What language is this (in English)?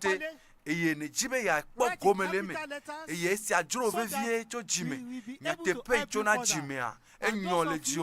Ewe